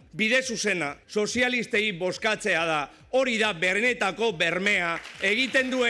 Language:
Basque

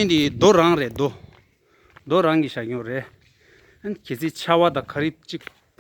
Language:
Tibetan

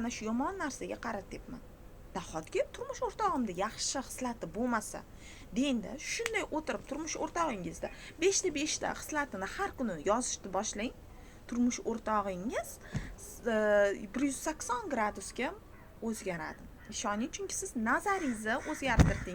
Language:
Uzbek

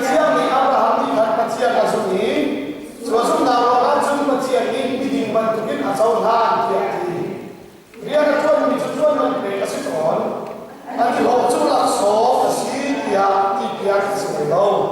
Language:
Hakha Chin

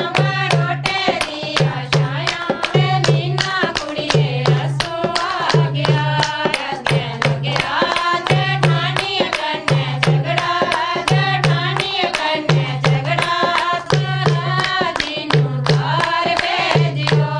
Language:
Dogri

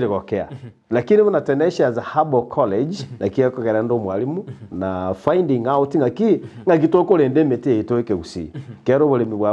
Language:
Gusii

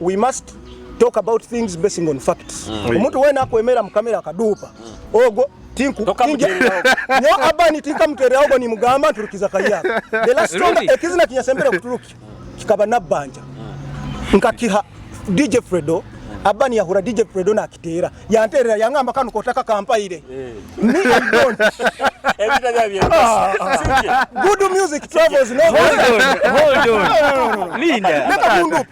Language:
Nyoro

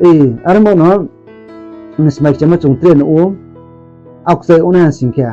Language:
Riang (India)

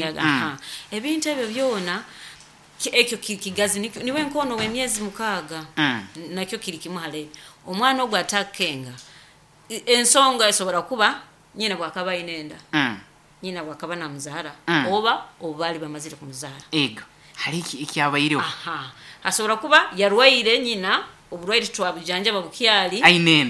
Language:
Nyoro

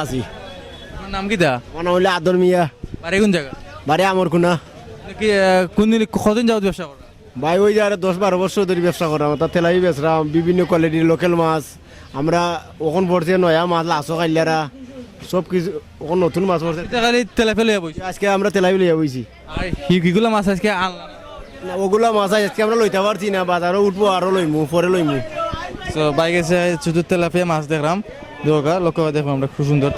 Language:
Sylheti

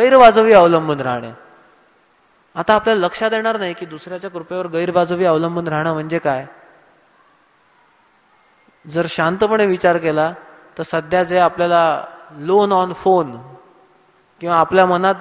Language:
Marathi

